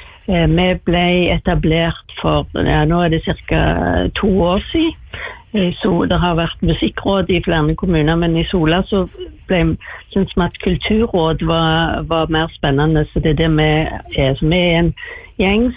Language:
Norwegian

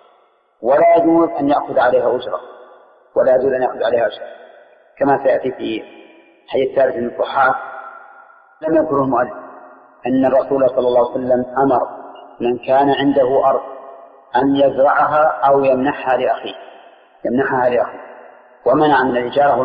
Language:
Arabic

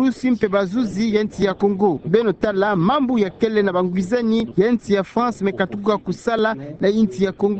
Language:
Kituba (Democratic Republic of Congo)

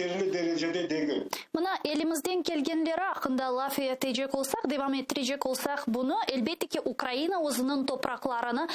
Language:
Crimean Tatar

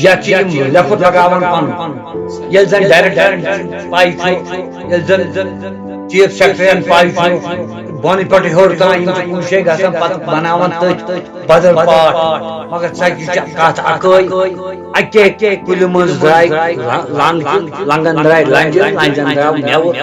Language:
Kashmiri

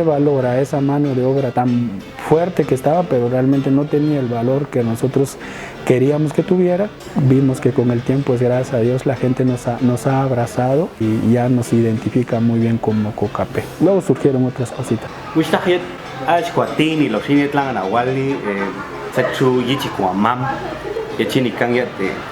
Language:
Popti'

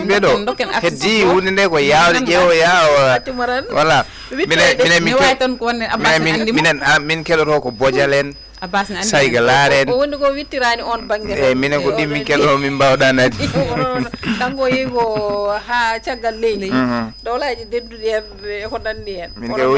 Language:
Fula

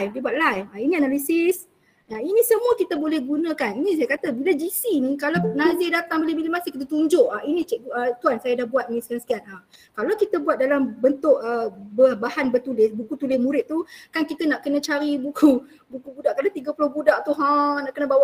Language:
Malay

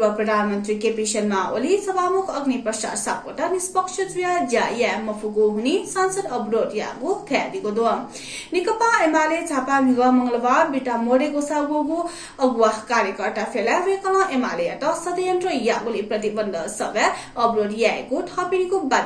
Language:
Newari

